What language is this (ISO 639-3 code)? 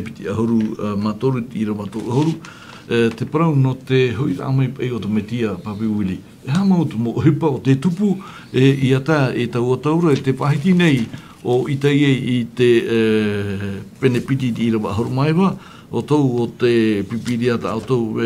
tah